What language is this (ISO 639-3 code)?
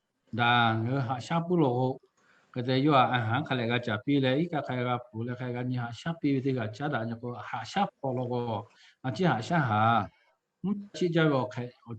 lhu